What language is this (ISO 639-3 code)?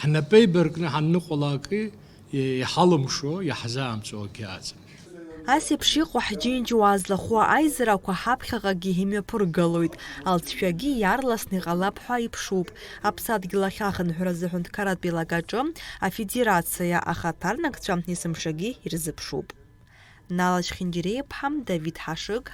abk